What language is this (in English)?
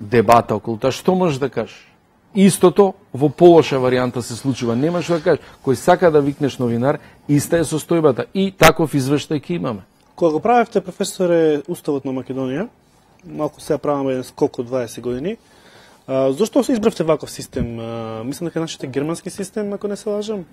Macedonian